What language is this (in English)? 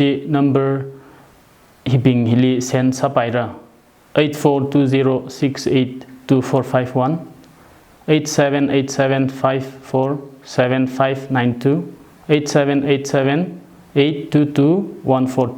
Tangkhul Naga (India)